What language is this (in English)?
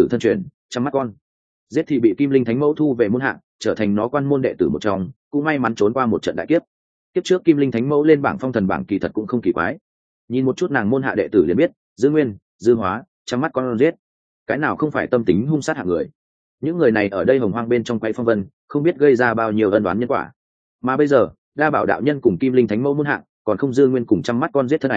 Vietnamese